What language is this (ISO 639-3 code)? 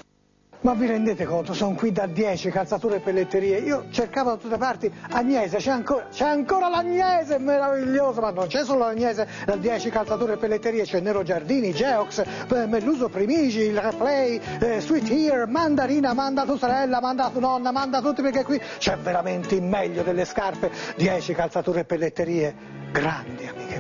ita